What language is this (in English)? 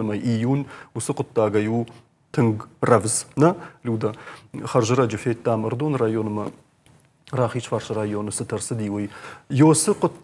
Ossetic